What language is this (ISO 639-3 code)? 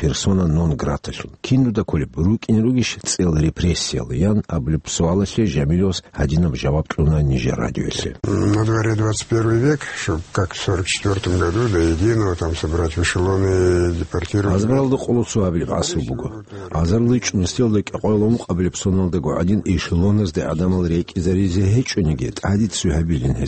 ava